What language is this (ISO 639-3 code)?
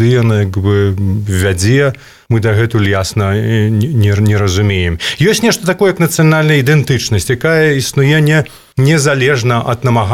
bel